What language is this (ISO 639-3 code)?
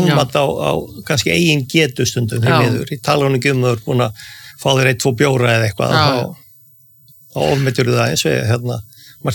isl